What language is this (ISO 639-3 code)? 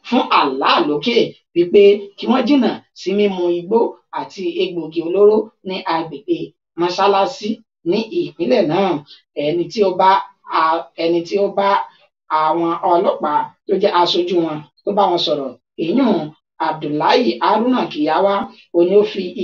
yor